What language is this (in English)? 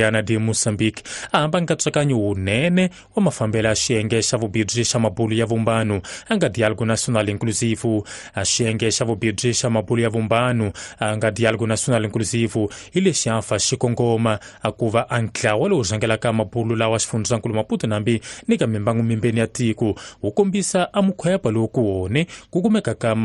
Tsonga